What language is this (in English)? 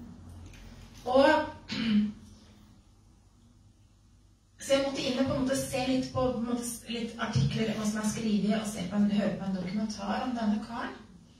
Norwegian